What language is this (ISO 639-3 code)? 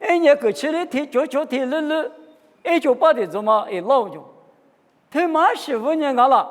lis